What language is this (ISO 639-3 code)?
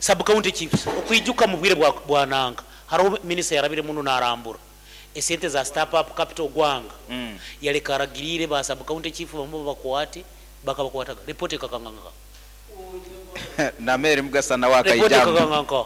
nyo